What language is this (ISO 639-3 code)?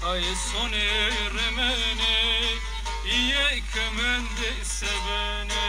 zza